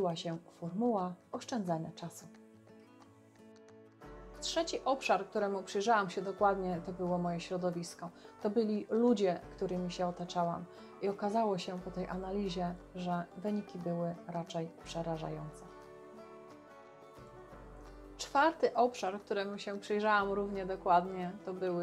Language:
Polish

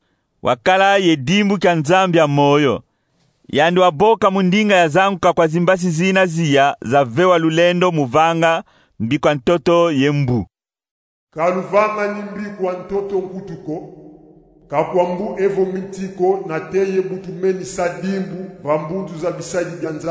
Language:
Kongo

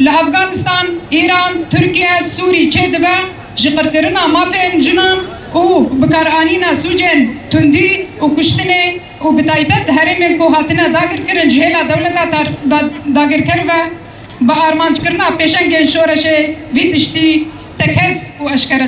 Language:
Kurdish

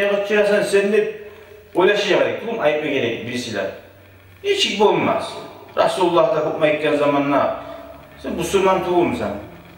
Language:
Kumyk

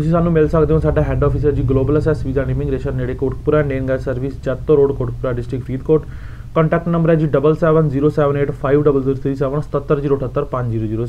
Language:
Punjabi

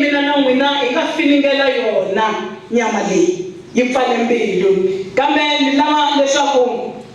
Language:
Tsonga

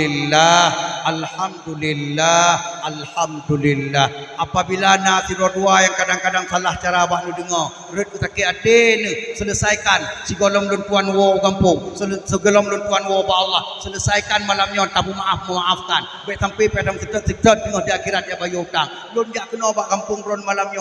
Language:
Achinese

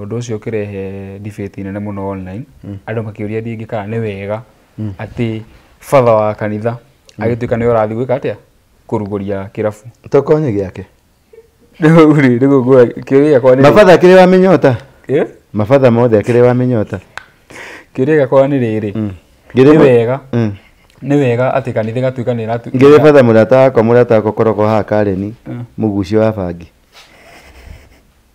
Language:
Kikuyu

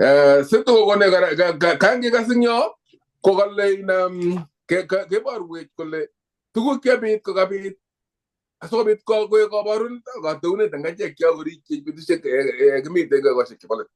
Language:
Kalenjin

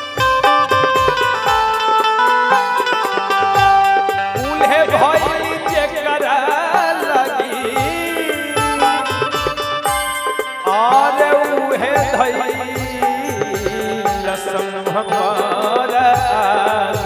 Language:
Bhojpuri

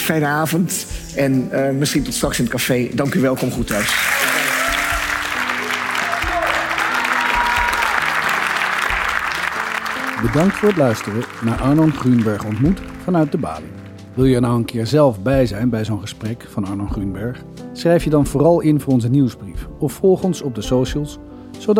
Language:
Dutch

